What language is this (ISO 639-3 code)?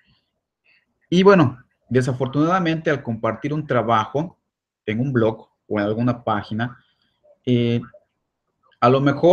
spa